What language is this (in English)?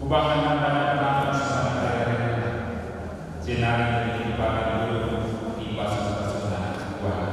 Batak Karo